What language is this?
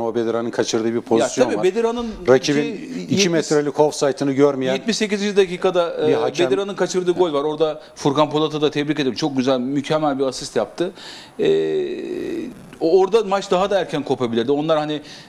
Turkish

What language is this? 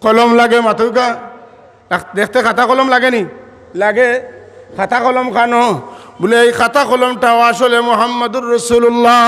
Sylheti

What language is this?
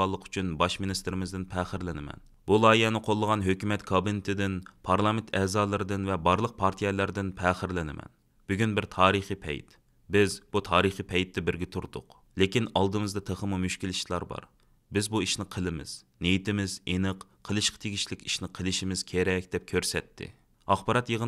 Uyghur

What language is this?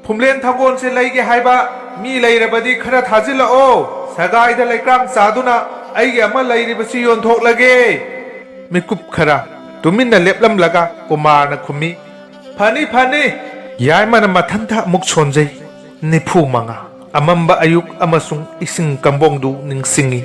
Manipuri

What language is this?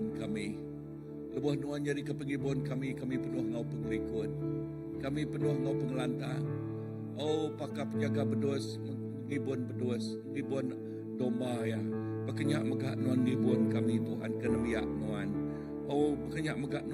Iban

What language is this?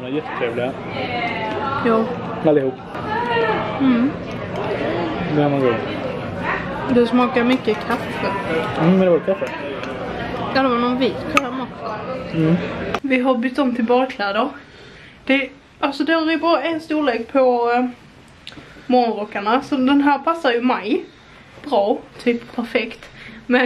Swedish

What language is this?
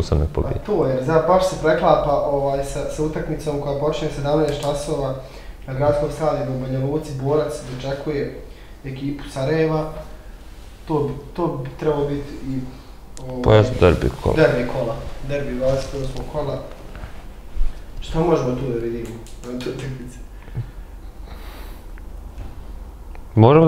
Bosnian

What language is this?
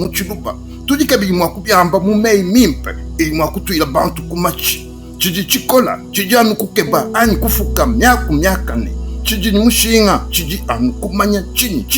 Luba-Lulua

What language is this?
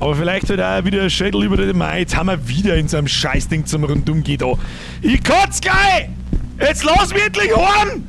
Bavarian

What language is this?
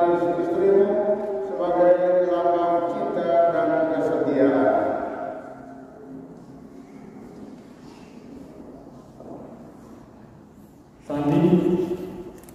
Indonesian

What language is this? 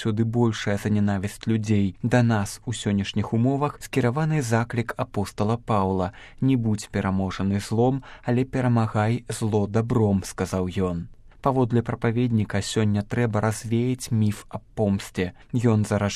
Belarusian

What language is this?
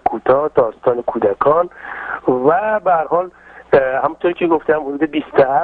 Persian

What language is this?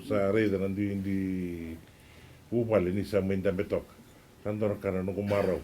Fijian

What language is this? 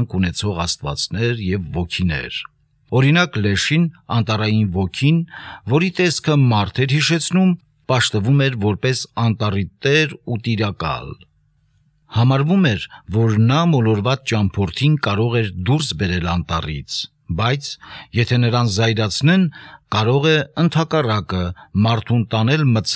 Armenian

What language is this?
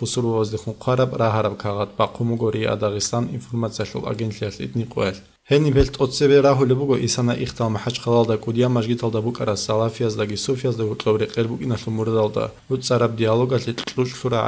Avaric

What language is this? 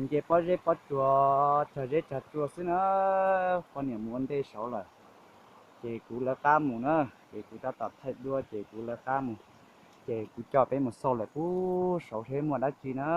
Hmong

